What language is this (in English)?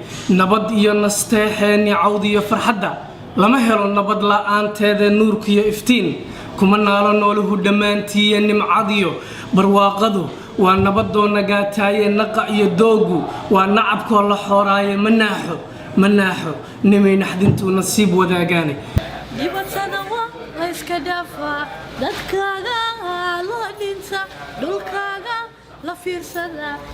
Somali